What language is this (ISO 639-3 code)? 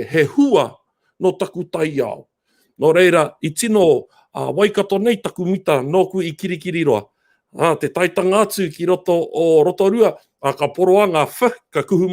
mri